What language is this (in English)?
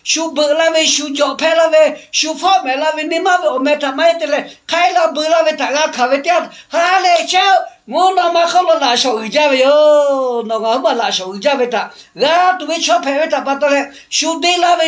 Lahu